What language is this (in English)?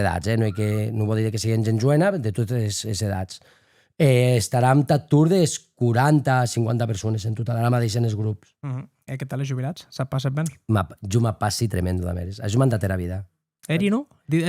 Occitan